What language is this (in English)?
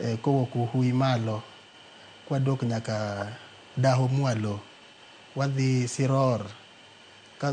Luo (Kenya and Tanzania)